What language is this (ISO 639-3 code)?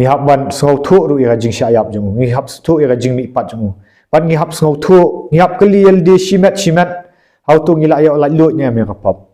kha